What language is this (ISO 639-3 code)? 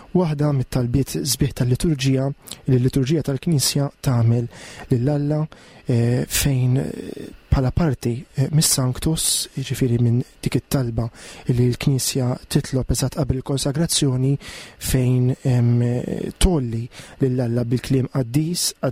mlt